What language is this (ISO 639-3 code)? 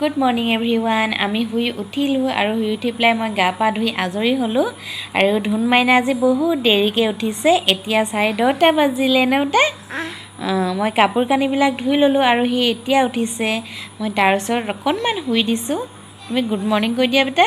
asm